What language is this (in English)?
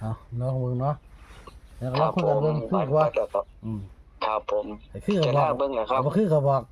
Northeastern Thai